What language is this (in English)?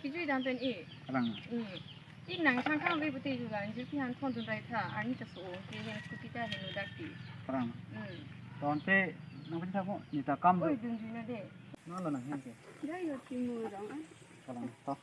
Karbi